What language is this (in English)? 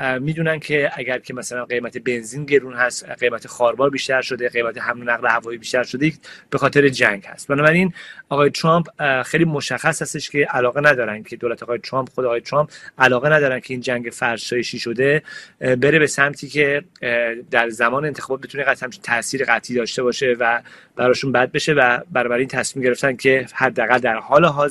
Persian